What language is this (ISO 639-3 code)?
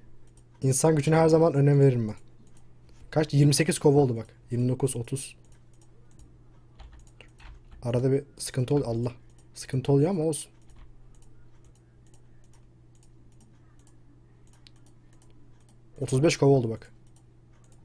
tur